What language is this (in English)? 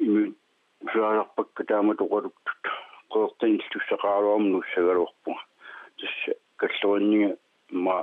Kalaallisut